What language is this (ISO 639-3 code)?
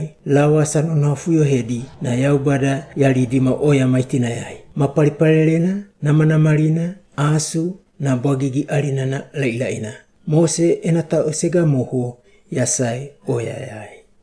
wgb